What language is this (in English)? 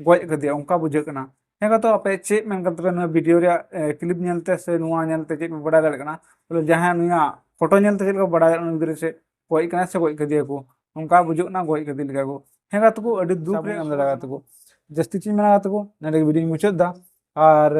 Santali